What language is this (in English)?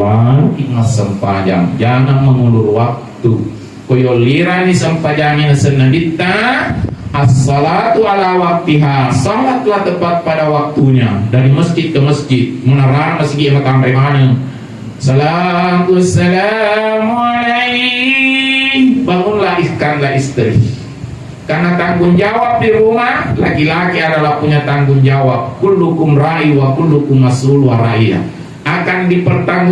Buginese